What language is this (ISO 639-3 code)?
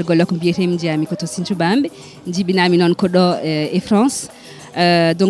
ful